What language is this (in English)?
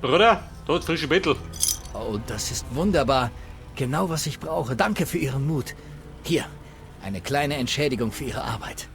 Bavarian